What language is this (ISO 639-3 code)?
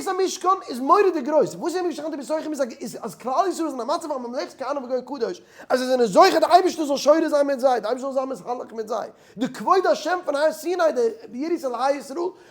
yid